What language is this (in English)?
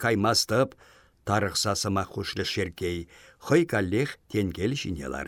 Chuvash